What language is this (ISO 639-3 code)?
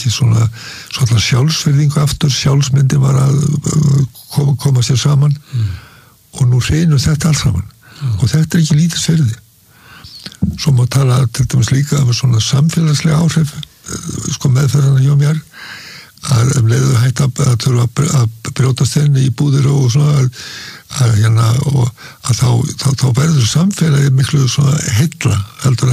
isl